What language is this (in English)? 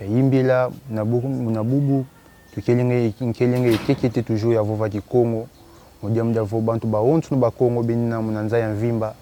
Kongo